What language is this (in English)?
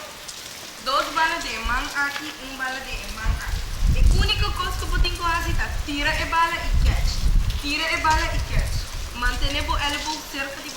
Papiamento